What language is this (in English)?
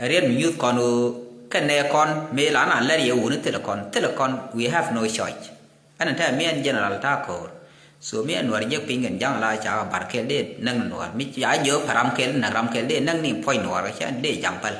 Nuer